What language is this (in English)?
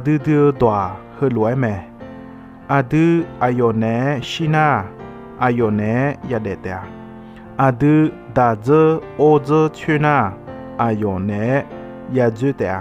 Akha